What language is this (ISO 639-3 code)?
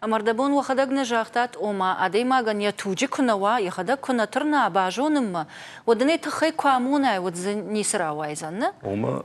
oss